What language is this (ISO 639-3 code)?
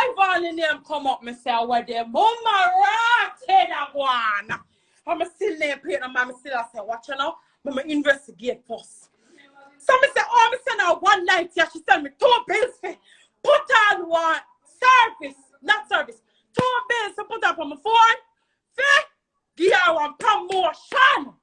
jam